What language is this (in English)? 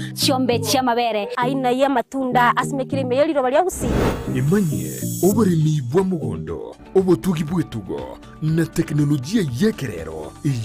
Gusii